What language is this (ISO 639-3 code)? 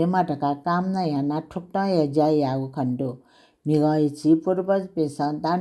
new